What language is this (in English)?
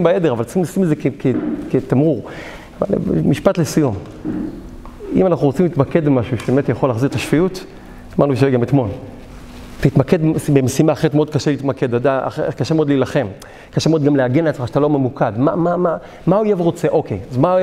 Hebrew